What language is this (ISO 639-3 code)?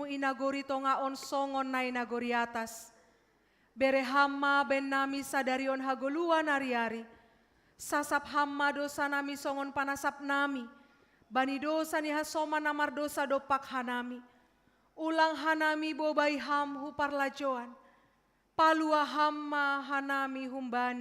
bts